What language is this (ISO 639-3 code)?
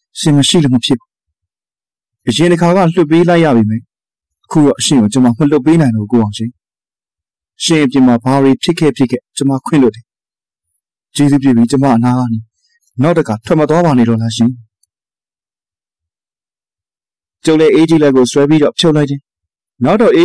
mya